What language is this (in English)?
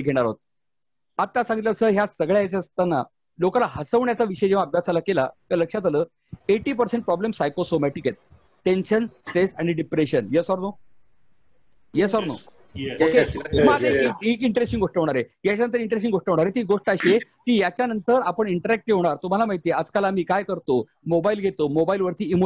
Marathi